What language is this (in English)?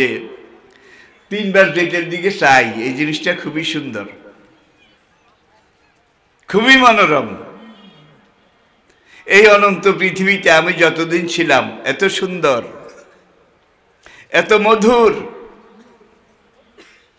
Bangla